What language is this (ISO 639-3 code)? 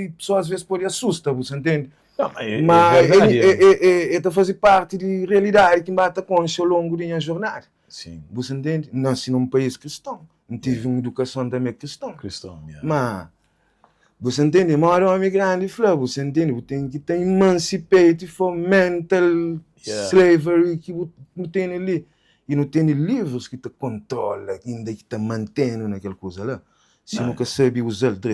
kea